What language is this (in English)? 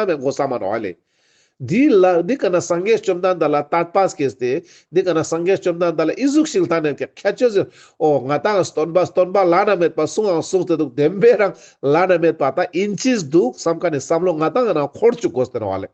Ladakhi